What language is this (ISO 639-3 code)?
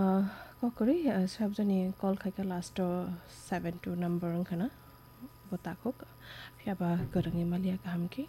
trp